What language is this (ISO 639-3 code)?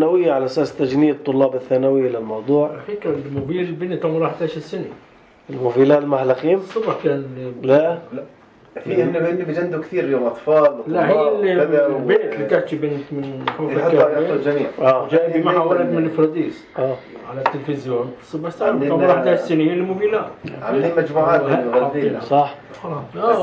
apc